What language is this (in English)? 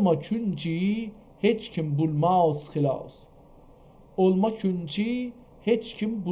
South Azerbaijani